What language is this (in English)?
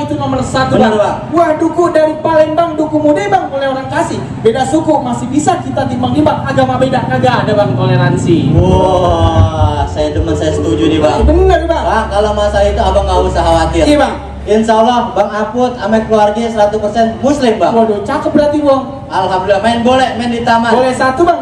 Betawi